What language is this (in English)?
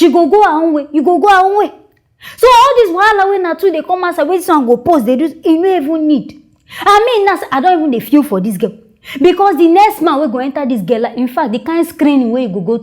Nigerian Pidgin